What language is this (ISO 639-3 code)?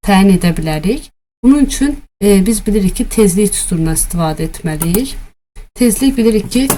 aze